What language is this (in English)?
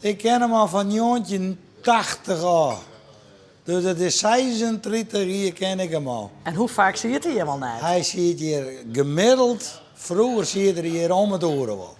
Western Frisian